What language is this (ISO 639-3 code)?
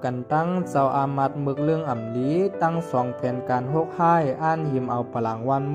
shn